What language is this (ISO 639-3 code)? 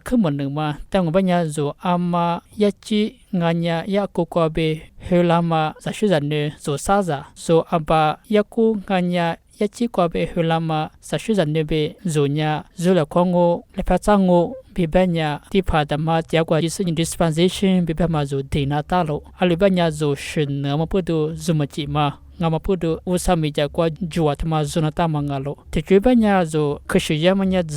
lis